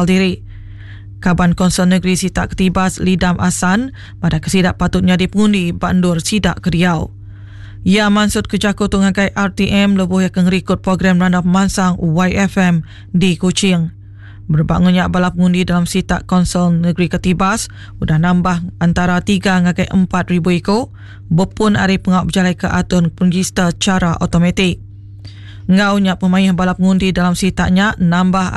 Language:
Iban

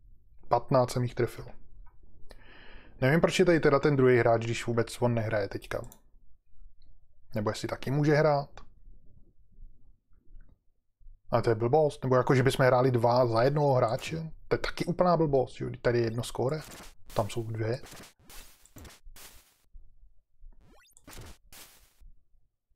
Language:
Czech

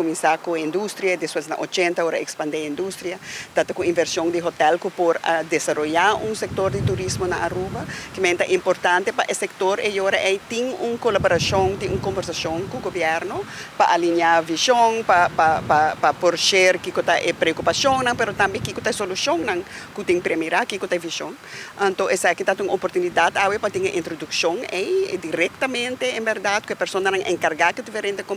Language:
Papiamento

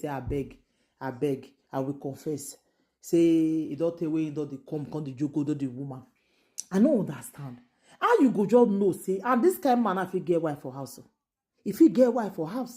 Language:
Nigerian Pidgin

